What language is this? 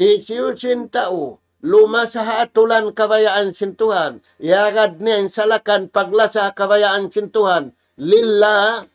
Tausug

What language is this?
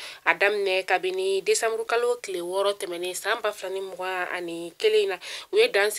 Bambara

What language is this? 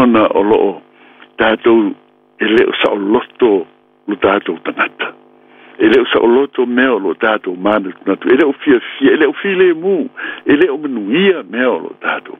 Samoan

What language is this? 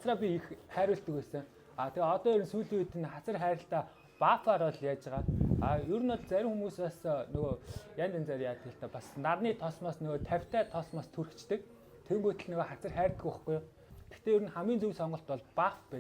Mongolian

